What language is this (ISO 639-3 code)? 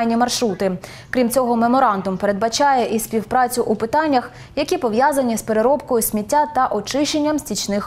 ukr